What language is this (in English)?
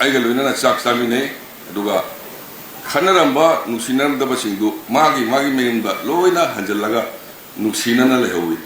Manipuri